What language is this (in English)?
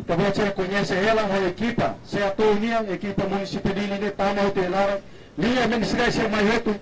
Tetum